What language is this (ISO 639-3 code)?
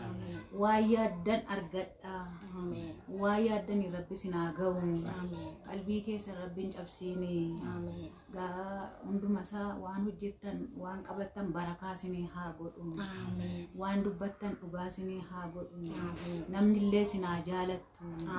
orm